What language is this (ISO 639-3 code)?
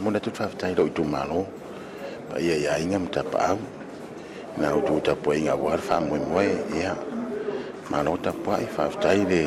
smo